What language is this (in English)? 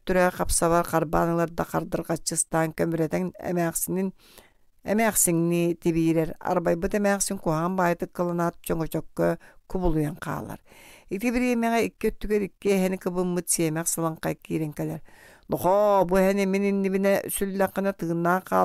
Yakut